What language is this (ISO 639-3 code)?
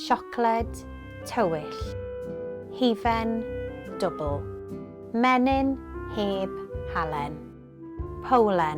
cym